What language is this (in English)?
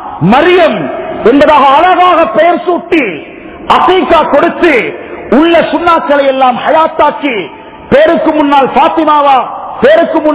Tamil